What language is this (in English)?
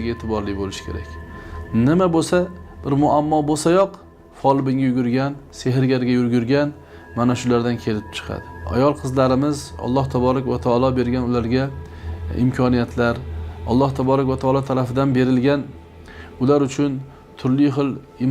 Uzbek